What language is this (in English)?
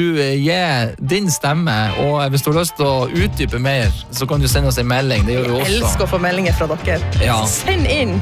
Norwegian